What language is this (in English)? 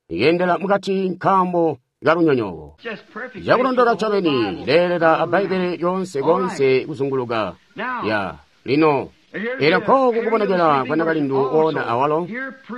Tonga (Zambia)